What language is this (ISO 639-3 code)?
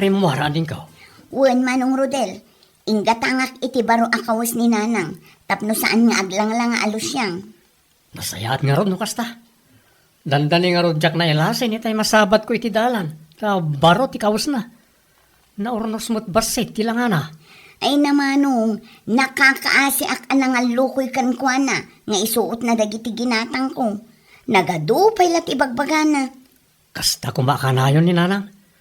ilo